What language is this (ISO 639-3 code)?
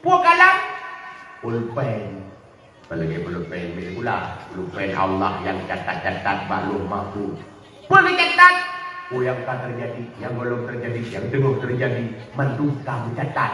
ace